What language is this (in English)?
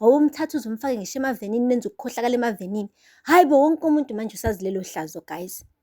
Zulu